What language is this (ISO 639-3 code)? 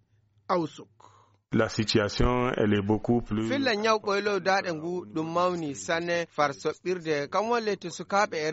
ful